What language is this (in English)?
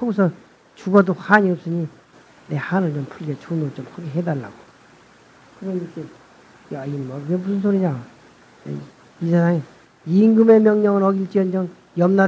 Korean